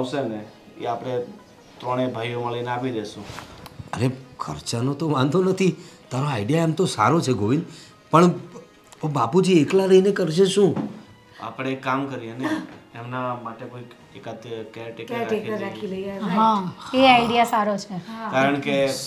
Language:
Gujarati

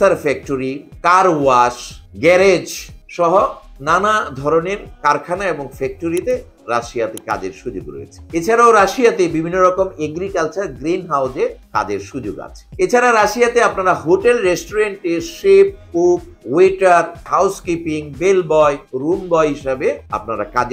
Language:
Bangla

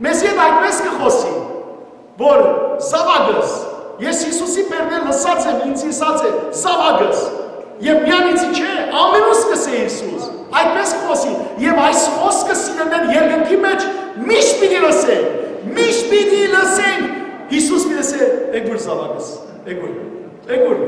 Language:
Western Armenian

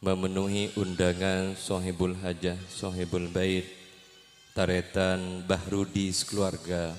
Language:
Madurese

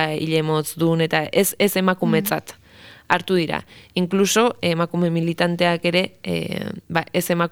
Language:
Basque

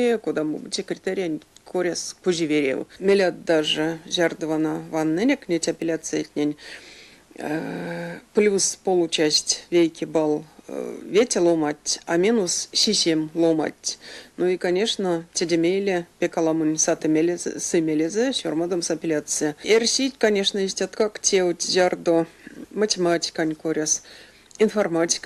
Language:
Erzya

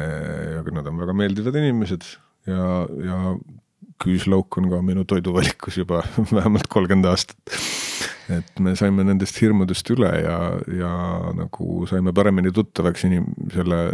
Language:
Estonian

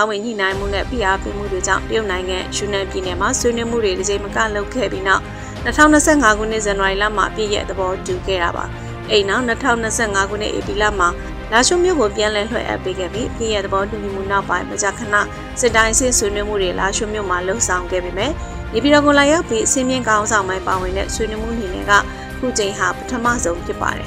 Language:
Burmese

